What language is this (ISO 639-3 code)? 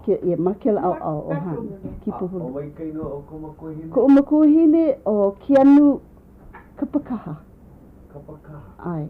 haw